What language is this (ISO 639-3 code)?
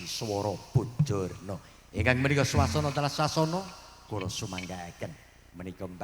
jav